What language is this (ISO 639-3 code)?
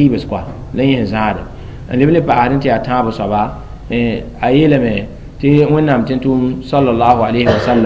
mos